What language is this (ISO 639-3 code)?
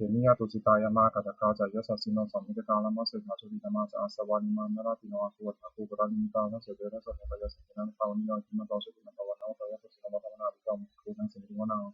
pli